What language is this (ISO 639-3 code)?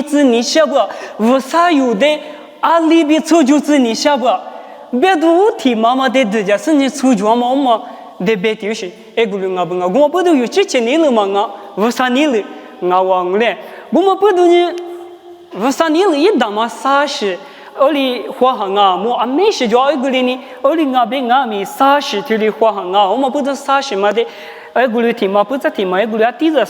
lis